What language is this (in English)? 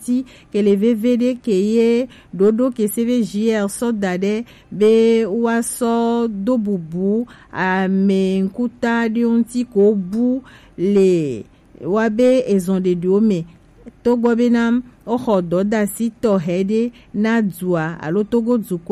Gen